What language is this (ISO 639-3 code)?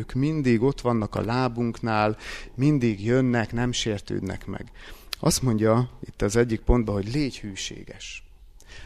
hun